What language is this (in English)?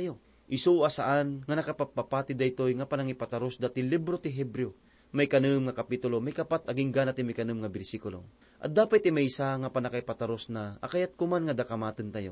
Iloko